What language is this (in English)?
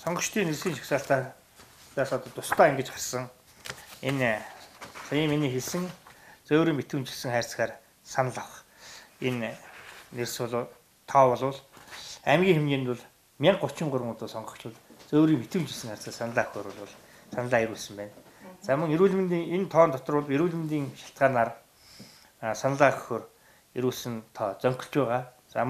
Mongolian